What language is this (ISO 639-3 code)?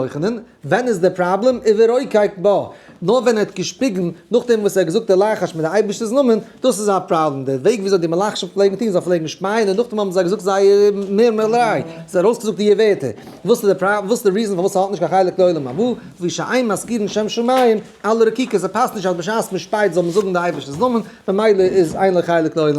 yid